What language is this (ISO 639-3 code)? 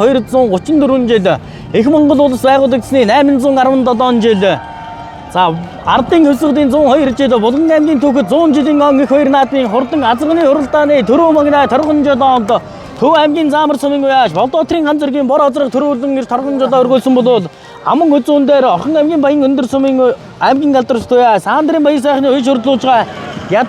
mon